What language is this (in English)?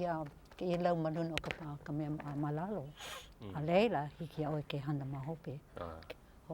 Hawaiian